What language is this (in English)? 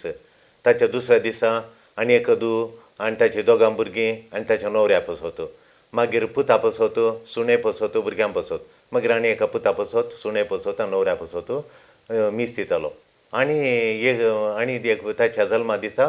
Konkani